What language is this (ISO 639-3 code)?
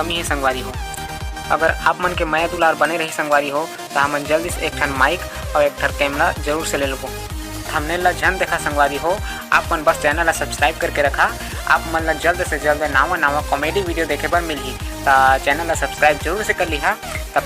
hne